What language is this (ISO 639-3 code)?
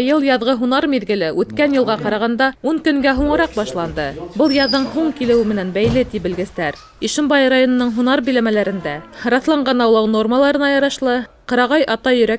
bak